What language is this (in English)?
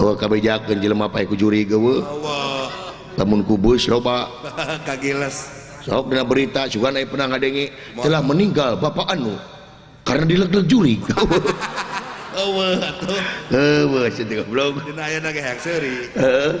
Sundanese